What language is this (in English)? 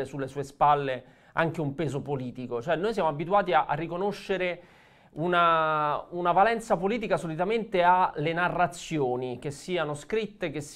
Italian